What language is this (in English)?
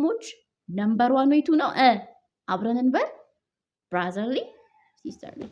Amharic